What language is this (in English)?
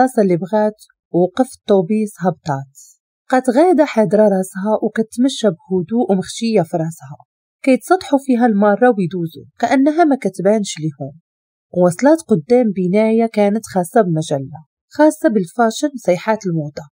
Moroccan Arabic